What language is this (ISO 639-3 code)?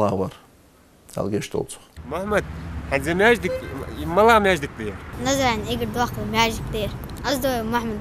inh